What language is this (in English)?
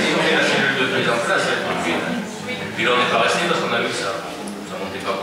French